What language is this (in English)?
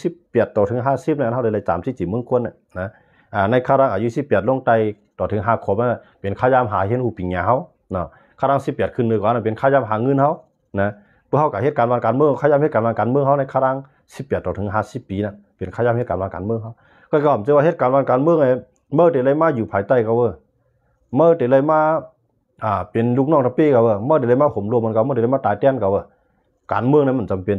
Shan